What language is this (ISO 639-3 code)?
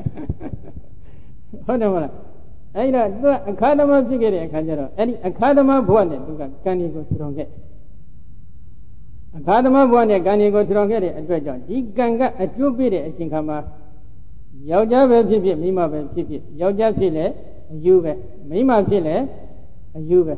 mya